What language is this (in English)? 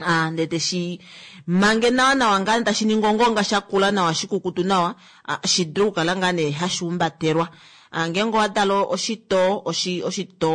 Kuanyama